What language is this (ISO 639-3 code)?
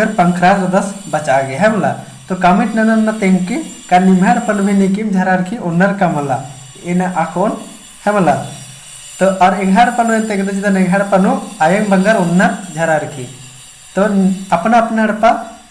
kru